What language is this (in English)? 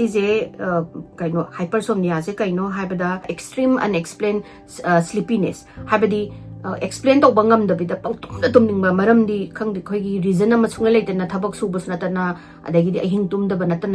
Manipuri